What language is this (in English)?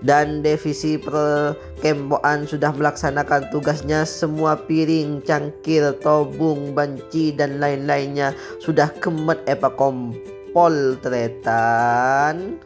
Madurese